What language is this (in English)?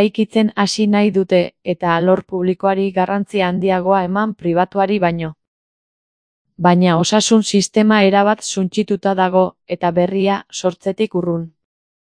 Basque